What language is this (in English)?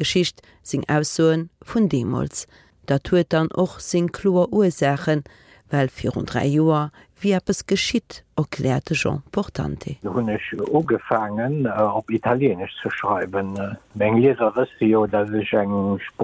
Luxembourgish